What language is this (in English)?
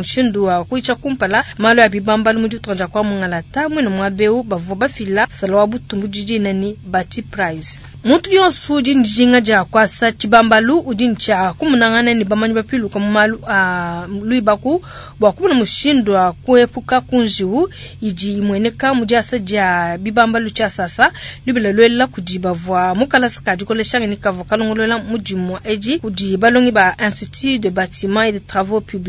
Luba-Lulua